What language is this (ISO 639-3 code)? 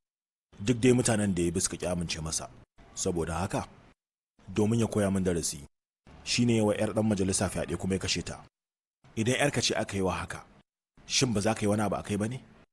hau